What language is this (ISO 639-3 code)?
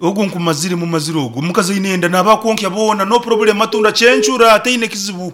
nyn